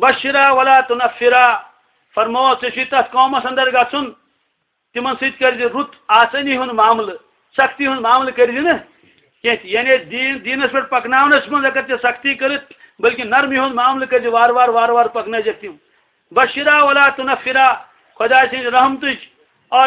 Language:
Kashmiri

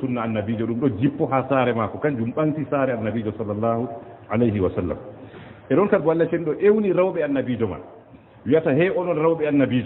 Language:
Fula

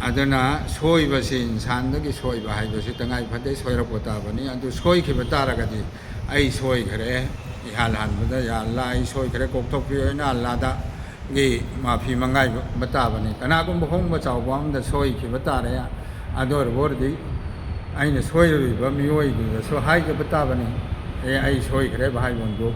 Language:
Manipuri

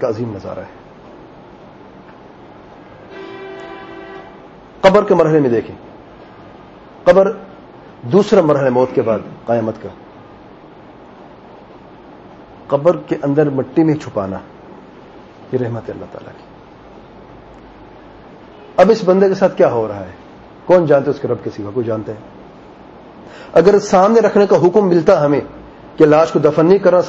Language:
Urdu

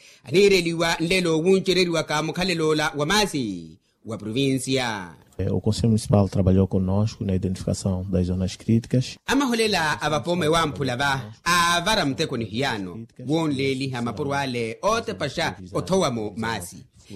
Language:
Makhuwa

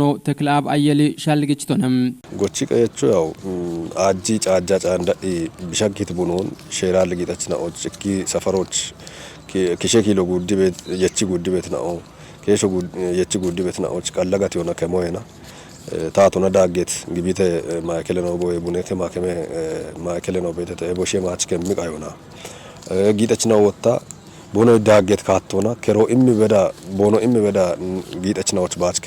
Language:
Kafa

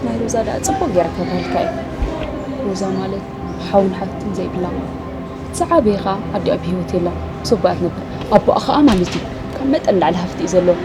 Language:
Tigrinya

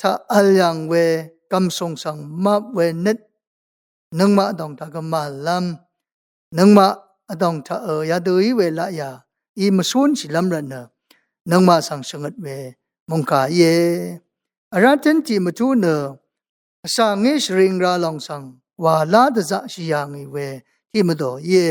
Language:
Rawang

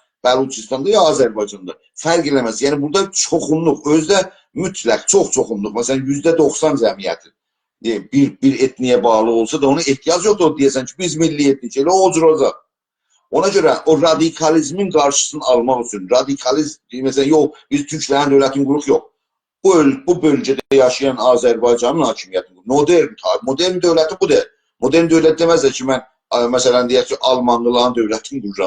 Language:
South Azerbaijani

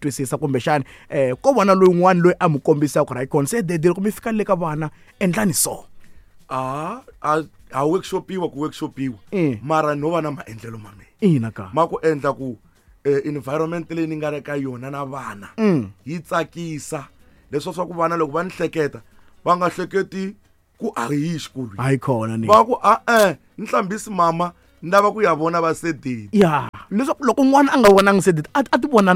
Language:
Tsonga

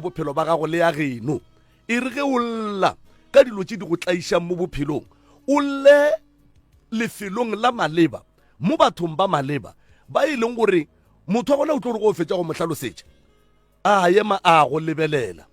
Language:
Northern Sotho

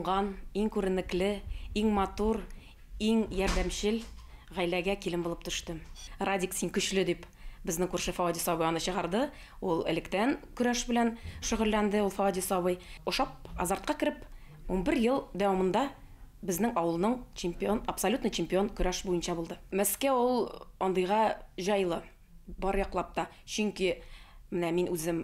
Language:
Bashkir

